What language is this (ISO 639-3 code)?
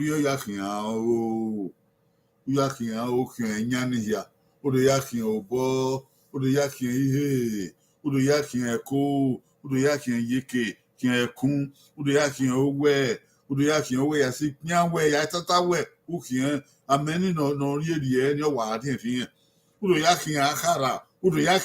bin